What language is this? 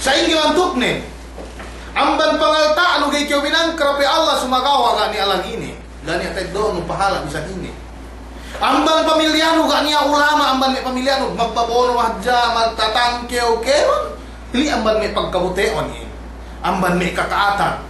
Yakan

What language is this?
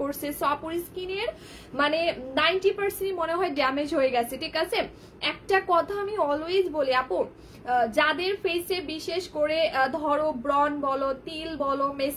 Bangla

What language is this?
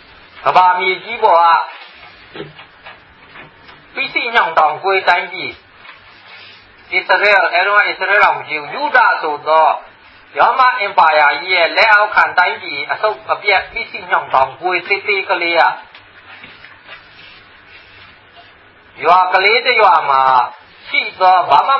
Burmese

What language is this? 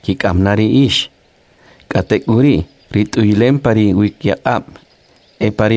Kʼicheʼ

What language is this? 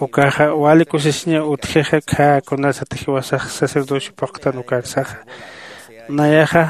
Aymara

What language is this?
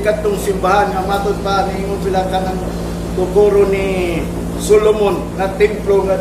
Cebuano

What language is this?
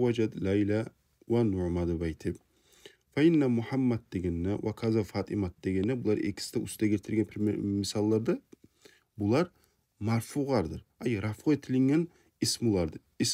Kumyk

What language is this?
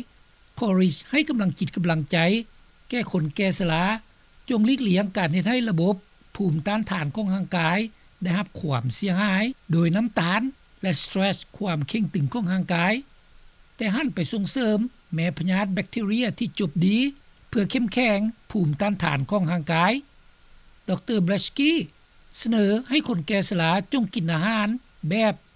Lao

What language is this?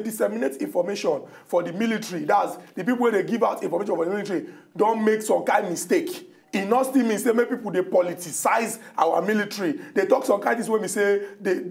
Nigerian Pidgin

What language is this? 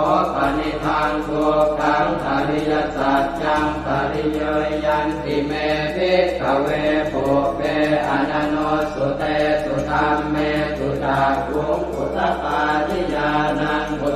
Pali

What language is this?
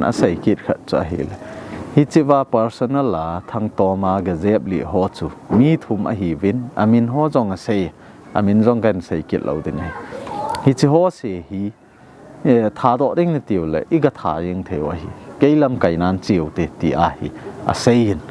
Thado Chin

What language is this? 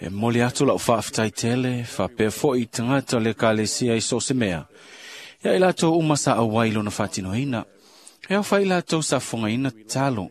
Samoan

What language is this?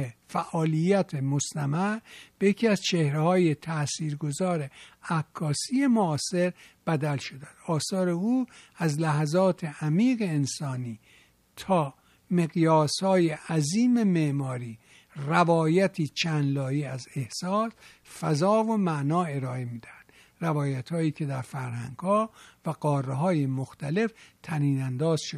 Persian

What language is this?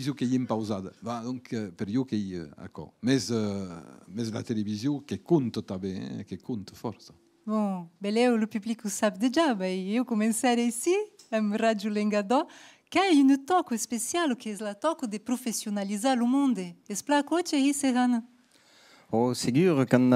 Occitan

